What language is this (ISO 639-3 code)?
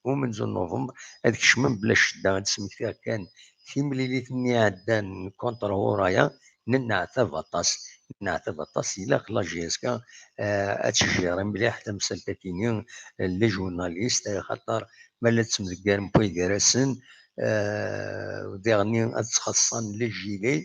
kab